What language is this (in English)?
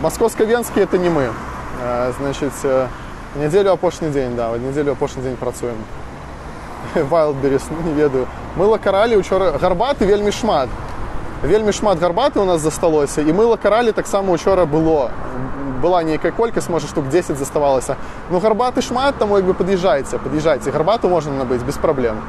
Belarusian